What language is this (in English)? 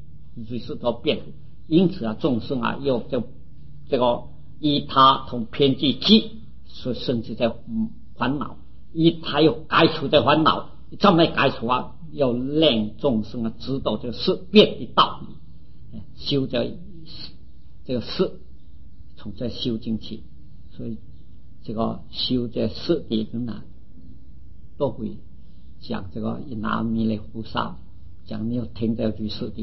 Chinese